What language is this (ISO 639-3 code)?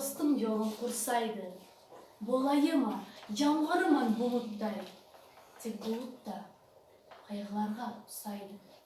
nog